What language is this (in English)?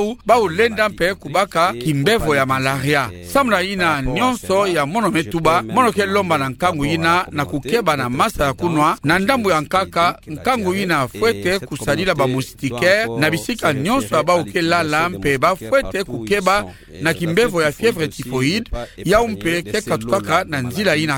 Kituba (Democratic Republic of Congo)